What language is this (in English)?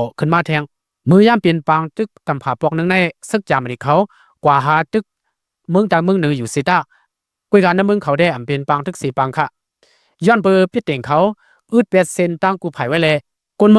Lao